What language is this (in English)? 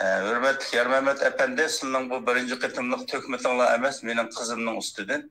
Uyghur